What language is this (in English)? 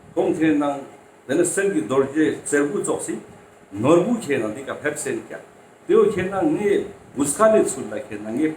Tibetan